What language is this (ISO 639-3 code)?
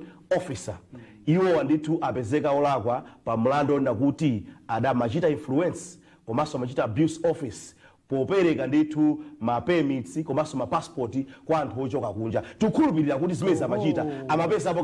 nya